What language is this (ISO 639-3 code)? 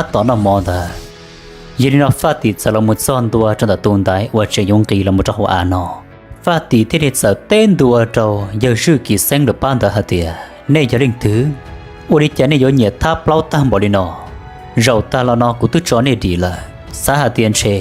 hmn